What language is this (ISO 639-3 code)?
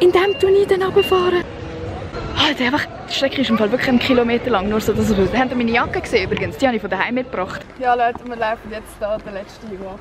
gsw